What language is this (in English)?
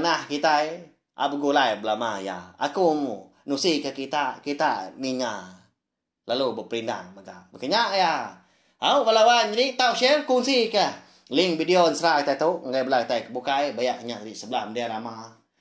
Iban